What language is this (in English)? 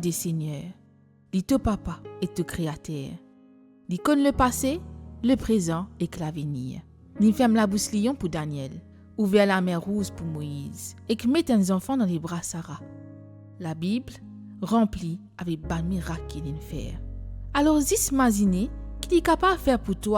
Morisyen